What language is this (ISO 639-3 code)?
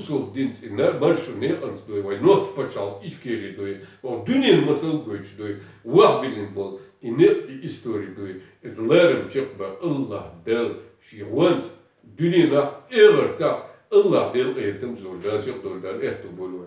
che